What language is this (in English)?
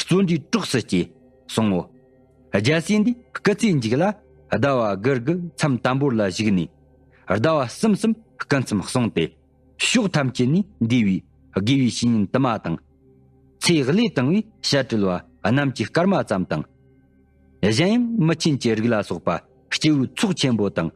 Tibetan